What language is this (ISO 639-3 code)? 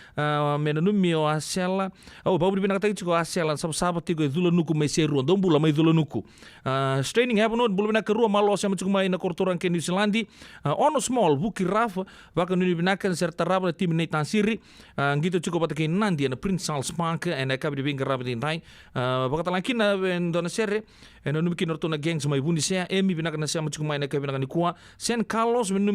fij